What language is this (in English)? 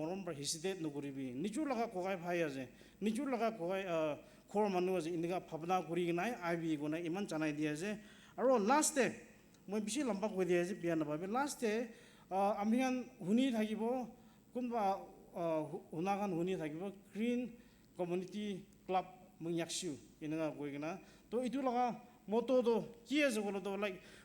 Naga Pidgin